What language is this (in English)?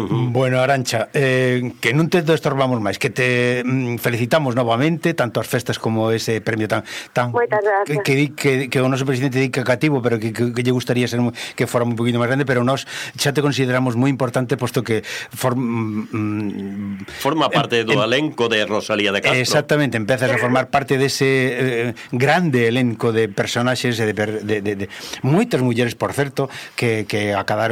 Galician